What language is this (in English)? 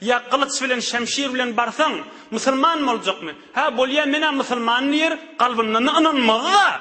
Turkmen